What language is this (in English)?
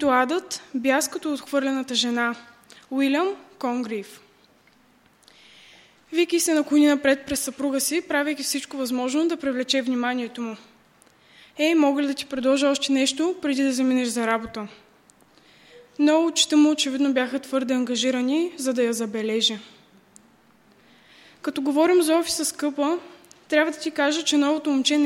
Bulgarian